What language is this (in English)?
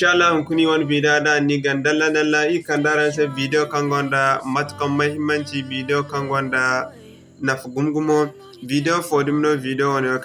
Zarma